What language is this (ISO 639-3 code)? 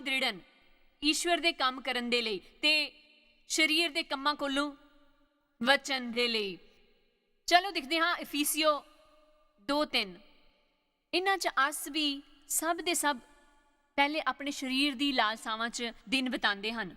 doi